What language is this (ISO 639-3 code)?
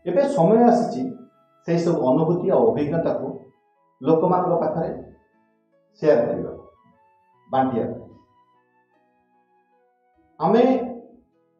ori